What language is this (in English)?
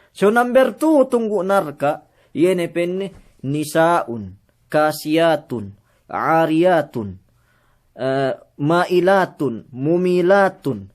Yakan